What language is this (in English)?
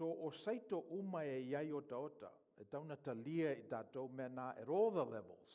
Samoan